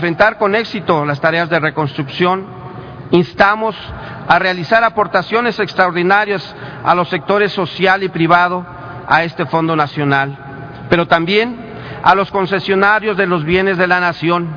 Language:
Spanish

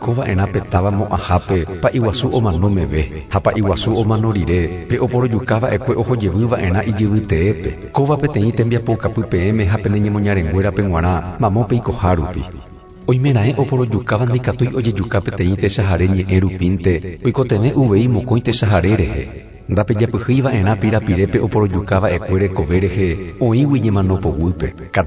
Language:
Guarani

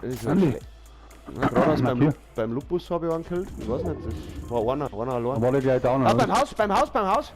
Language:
Bavarian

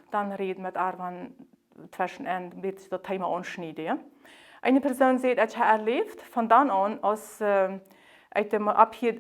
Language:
Plautdietsch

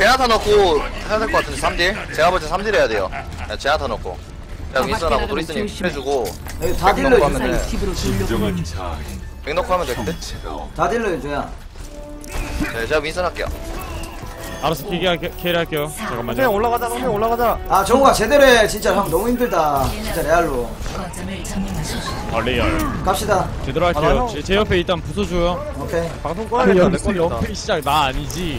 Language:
Korean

